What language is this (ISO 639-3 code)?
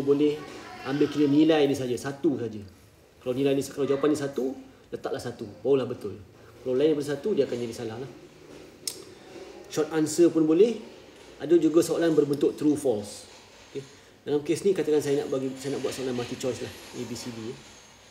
msa